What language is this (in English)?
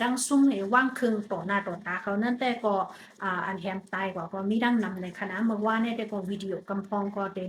Shan